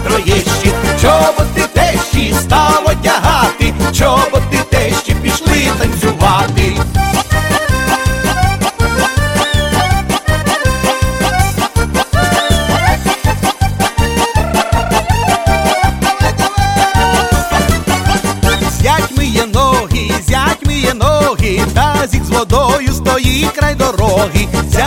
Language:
Ukrainian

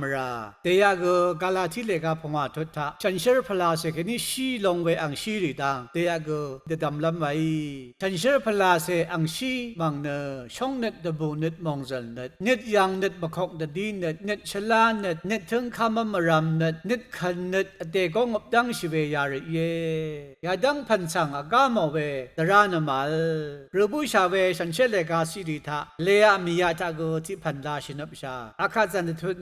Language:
Rawang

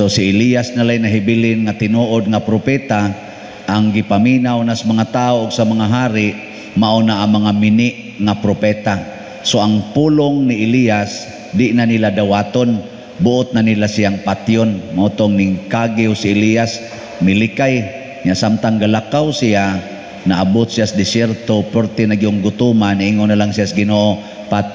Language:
Cebuano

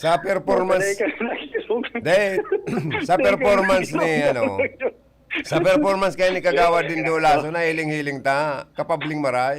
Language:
Bikol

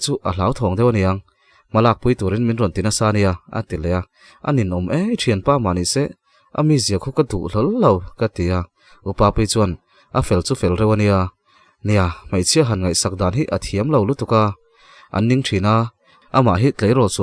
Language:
Mizo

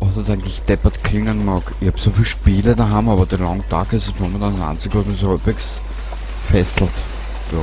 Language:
Bavarian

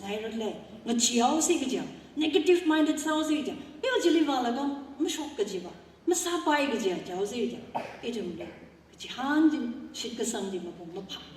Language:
Tangkhul Naga (India)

